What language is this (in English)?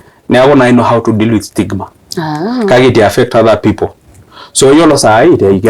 Masai